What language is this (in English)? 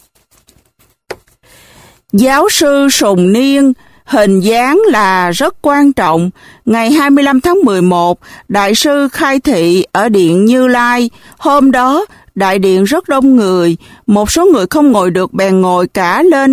Vietnamese